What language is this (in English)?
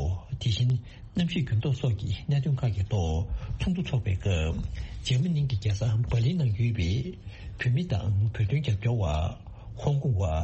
Tibetan